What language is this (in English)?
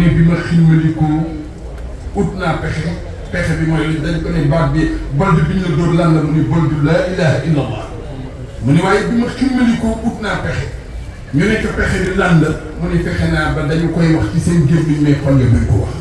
Wolof